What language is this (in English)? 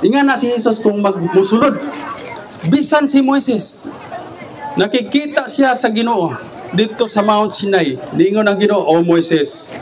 Cebuano